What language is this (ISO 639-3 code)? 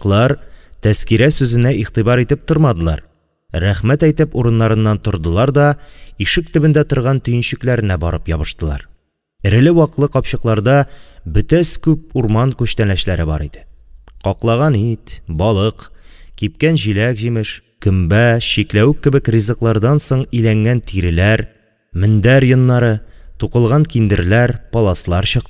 tat